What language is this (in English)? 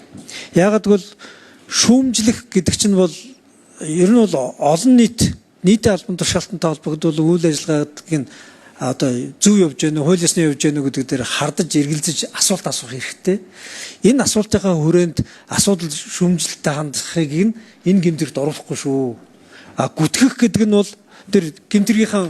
Mongolian